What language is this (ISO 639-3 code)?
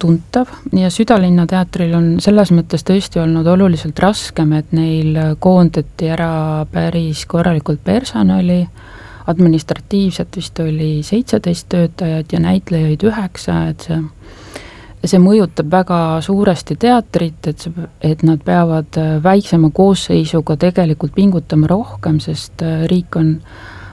est